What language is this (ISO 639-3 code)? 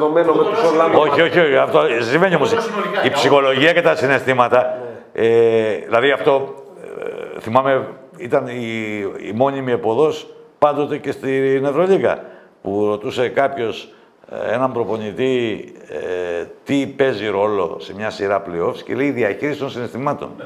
ell